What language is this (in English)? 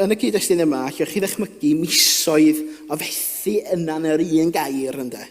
Welsh